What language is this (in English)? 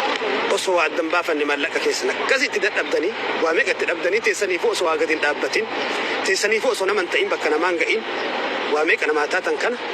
Oromo